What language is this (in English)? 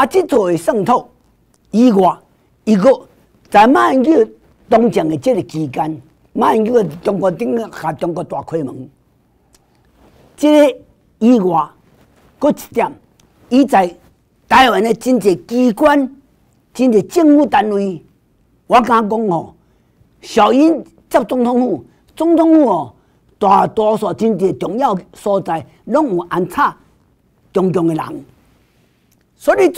Min Nan Chinese